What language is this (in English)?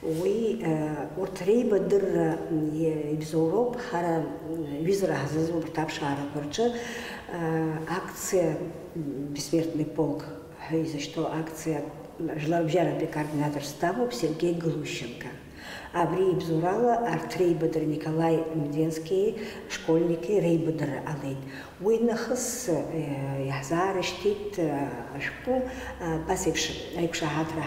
Abkhazian